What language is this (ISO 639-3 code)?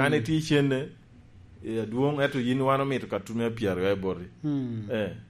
laj